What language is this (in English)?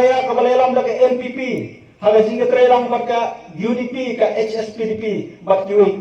Khasi